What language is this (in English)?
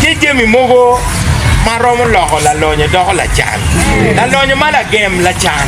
Acoli